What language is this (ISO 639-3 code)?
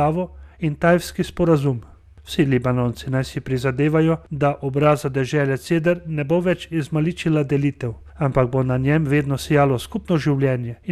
slv